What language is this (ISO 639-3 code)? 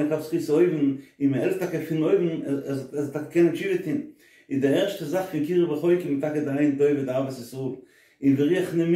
yid